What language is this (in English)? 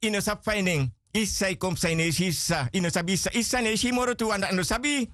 Sranan Tongo